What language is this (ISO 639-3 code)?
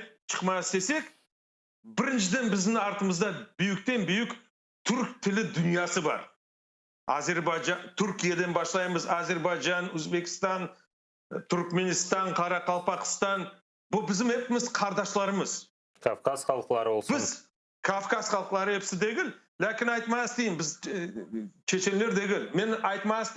crh